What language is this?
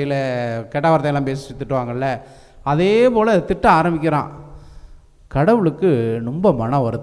Tamil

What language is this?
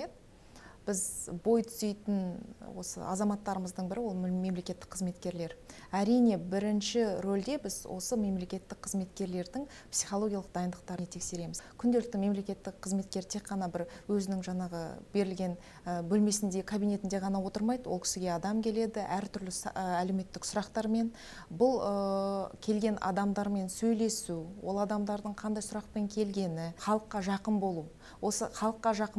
Kazakh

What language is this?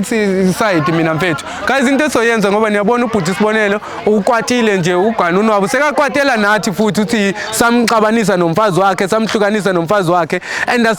Zulu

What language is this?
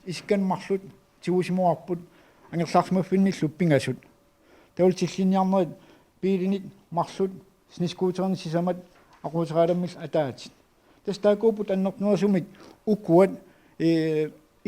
Kalaallisut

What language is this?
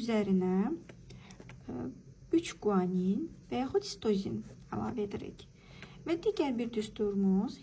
Azerbaijani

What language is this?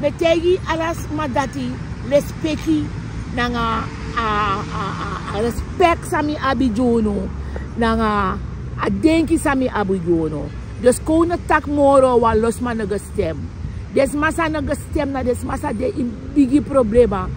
Sranan Tongo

